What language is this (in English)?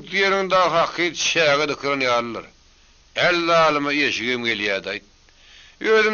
Turkmen